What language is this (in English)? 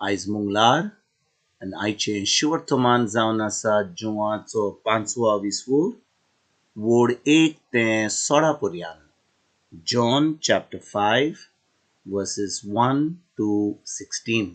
Konkani